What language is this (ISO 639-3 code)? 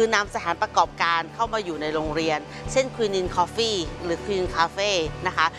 tha